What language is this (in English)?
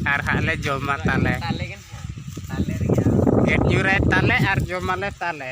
Santali